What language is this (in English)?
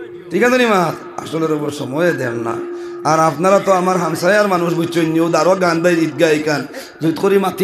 Sylheti